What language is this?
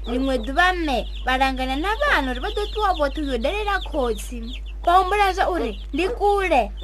Venda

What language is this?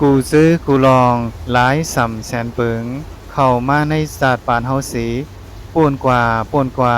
Shan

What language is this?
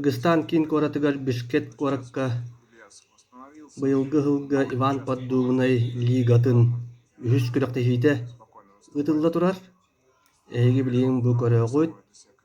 Yakut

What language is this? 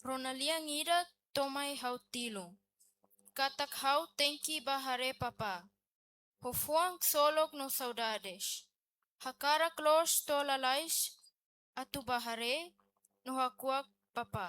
Tetum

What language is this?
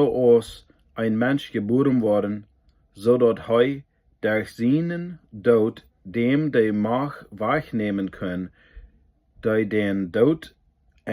Plautdietsch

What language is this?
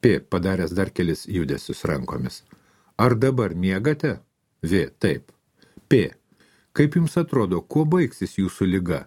Lithuanian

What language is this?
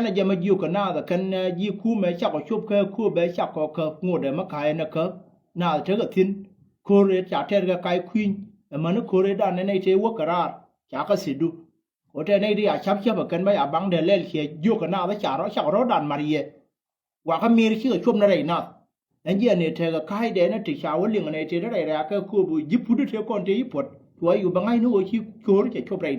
Nuer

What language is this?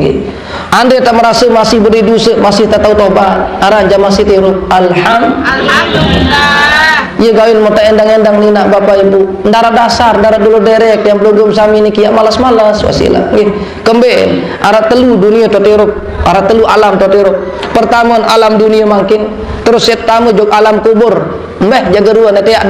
Sasak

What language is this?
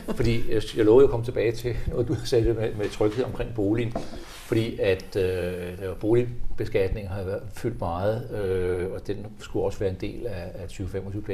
Danish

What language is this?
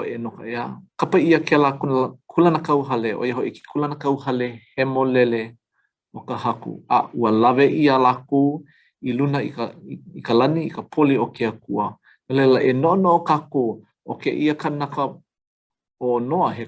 Hawaiian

